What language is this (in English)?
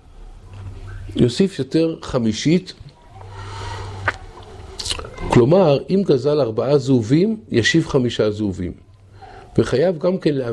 Hebrew